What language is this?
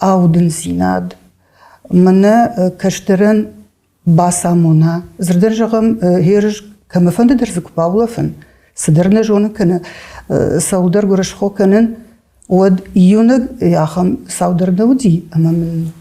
Ossetic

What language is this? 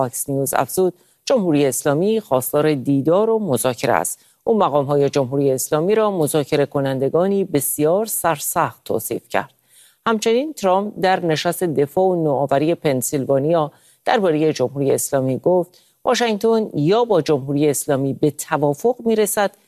Persian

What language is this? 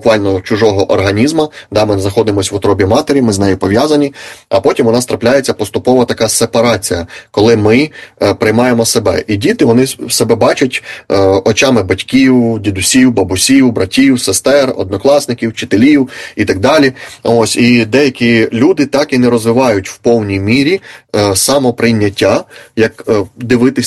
Ukrainian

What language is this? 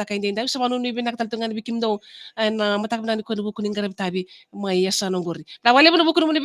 Fijian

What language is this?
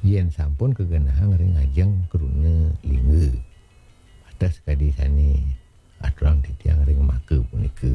Balinese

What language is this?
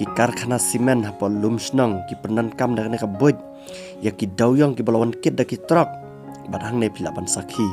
Khasi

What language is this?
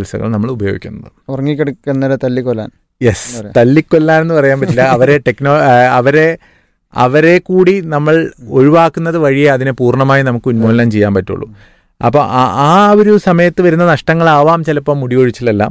Malayalam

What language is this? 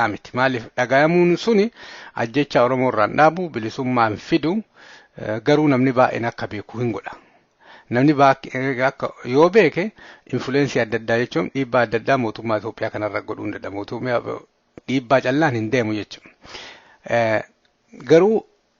Oromo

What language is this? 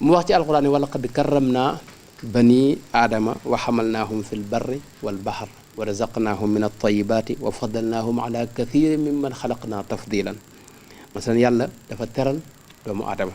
Wolof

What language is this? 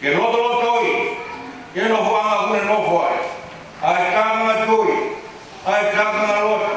Tongan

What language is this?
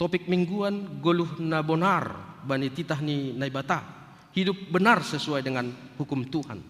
Batak Simalungun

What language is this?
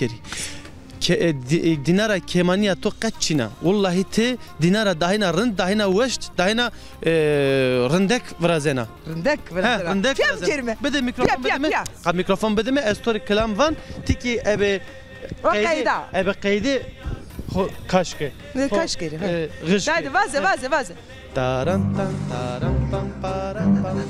Zaza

